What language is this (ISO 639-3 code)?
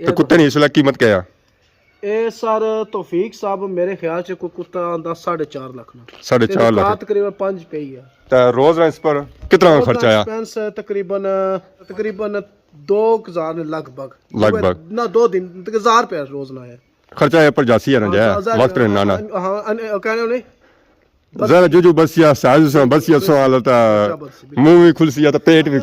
phr